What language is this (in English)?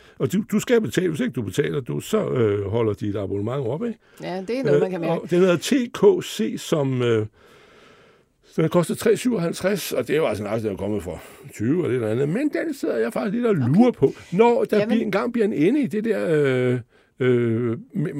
Danish